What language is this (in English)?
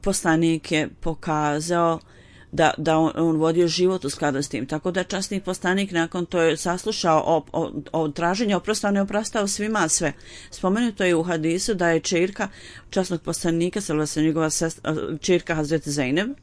Bosnian